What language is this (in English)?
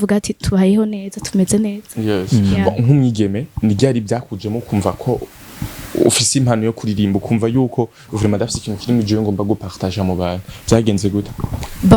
Rundi